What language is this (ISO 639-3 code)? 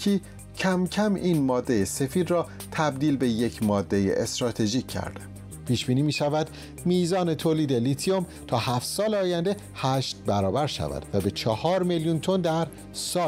fas